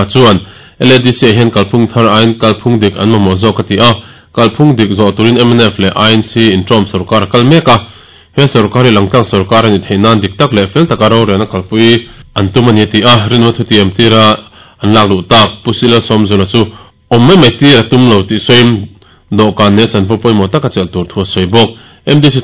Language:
Mizo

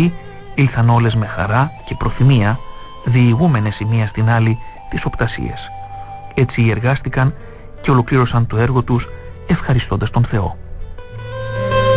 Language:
Greek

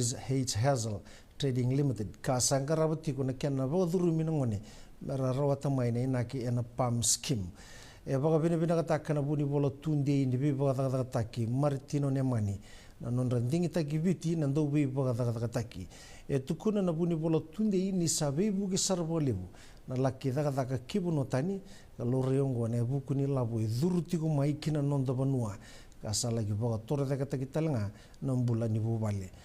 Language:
Fijian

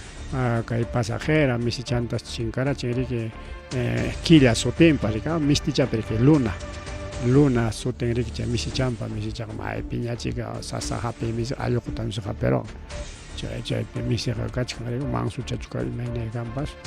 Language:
Ayacucho Quechua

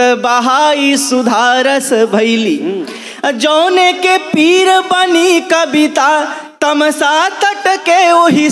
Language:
Bhojpuri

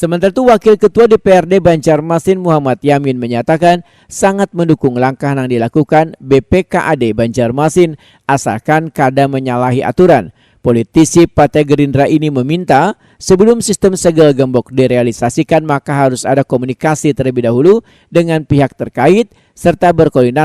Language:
Banjar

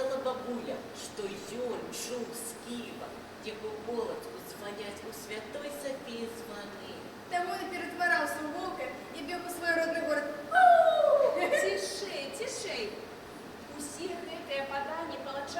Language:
Belarusian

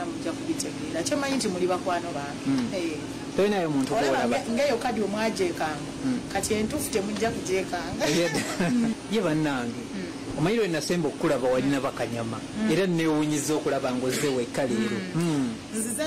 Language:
Ganda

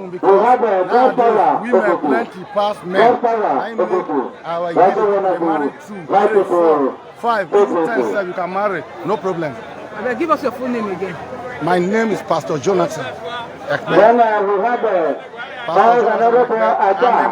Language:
Nigerian Pidgin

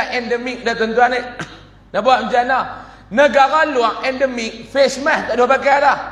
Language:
Malay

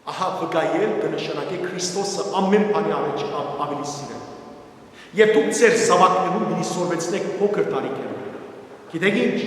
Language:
Western Armenian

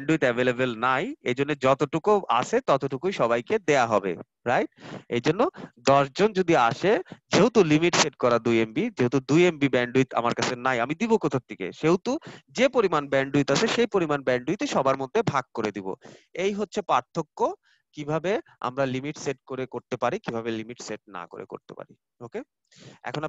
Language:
Bangla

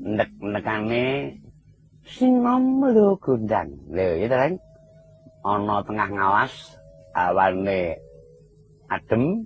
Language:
Javanese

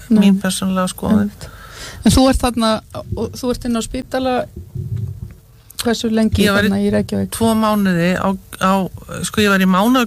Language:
Icelandic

